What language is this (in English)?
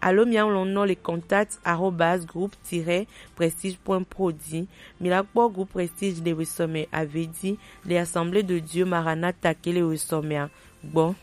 Gen